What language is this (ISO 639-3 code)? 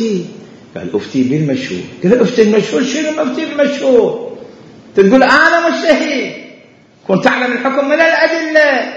acm